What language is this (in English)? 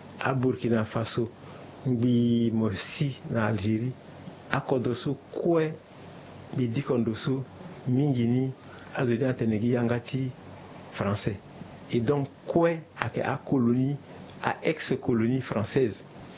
Sango